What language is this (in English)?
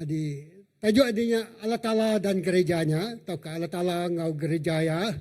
Iban